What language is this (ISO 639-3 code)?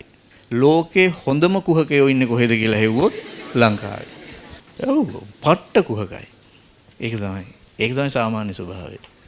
sin